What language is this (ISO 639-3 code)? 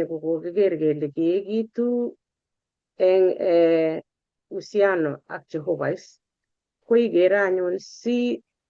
kln